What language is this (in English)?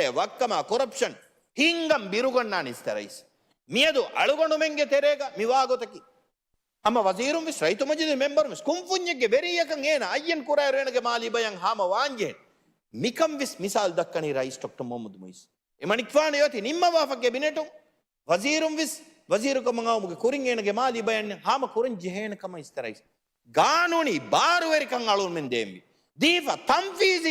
Divehi